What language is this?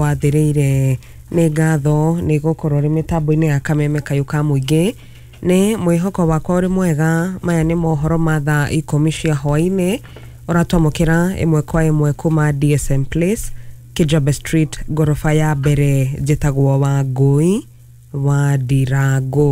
Kikuyu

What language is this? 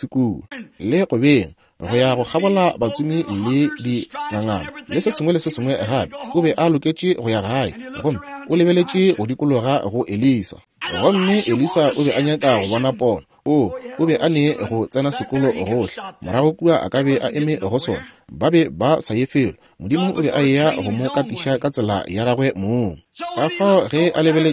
Northern Sotho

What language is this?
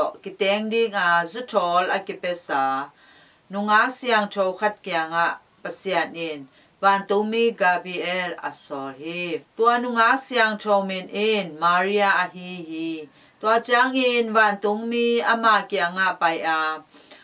Tedim Chin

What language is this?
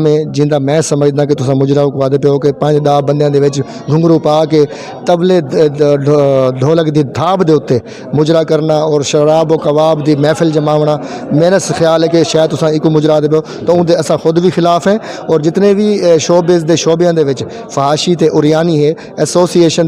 Western Panjabi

